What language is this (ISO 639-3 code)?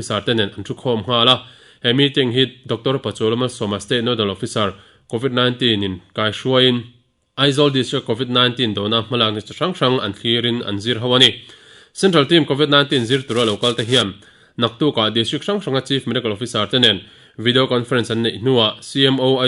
lus